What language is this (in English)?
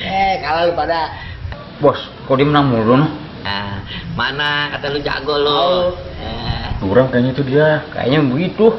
Betawi